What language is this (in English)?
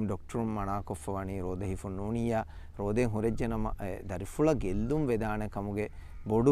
Divehi